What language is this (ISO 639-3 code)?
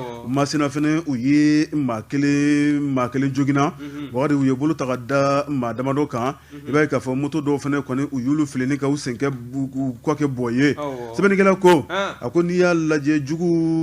bam